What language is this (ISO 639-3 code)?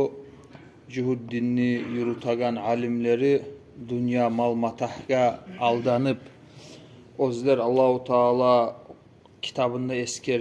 kum